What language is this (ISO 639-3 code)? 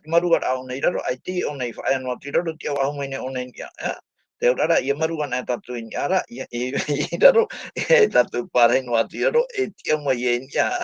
tah